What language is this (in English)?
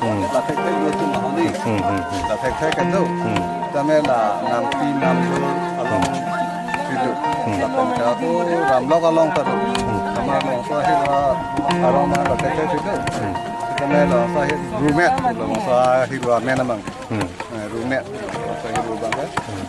Karbi